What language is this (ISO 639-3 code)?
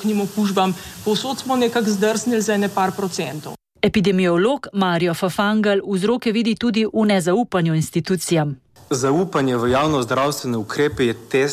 slv